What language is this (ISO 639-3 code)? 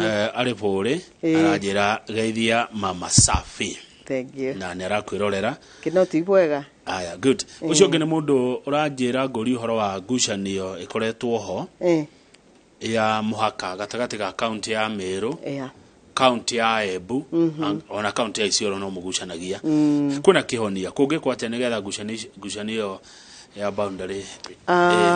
kik